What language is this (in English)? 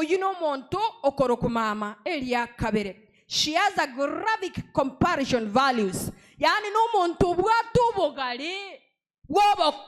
Gusii